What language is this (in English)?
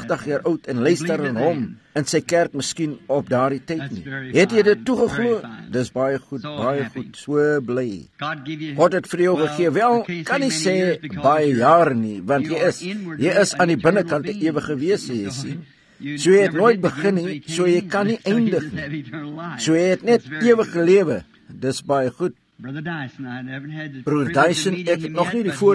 Afrikaans